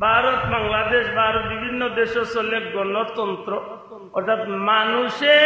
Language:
Sylheti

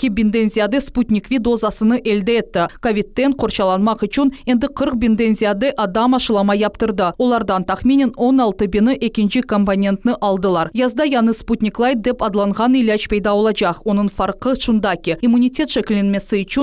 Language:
Crimean Tatar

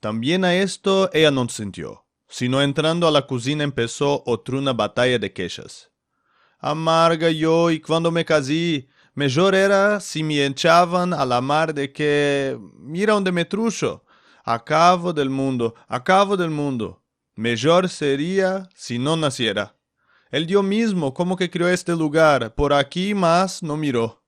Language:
Ladino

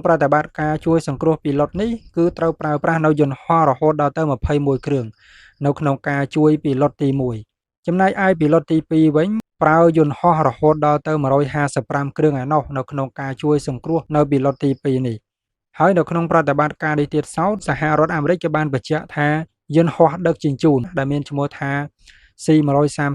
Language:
Khmer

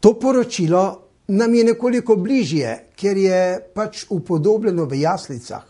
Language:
Slovenian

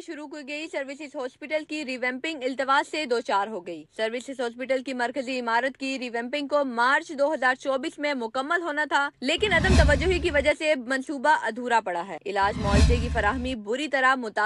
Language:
Urdu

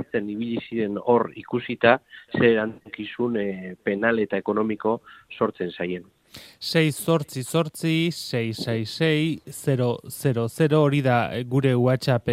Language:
Basque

